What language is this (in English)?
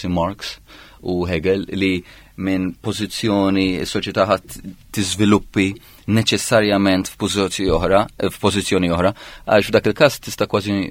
Maltese